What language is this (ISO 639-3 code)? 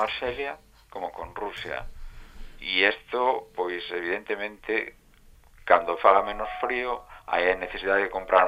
glg